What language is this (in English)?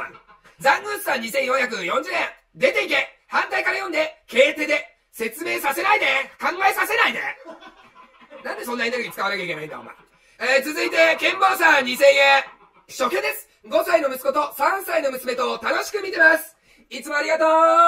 Japanese